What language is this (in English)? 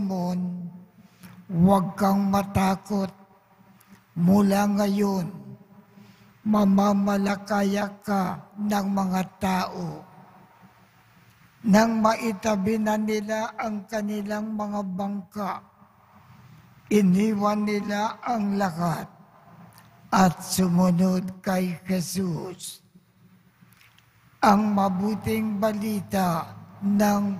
Filipino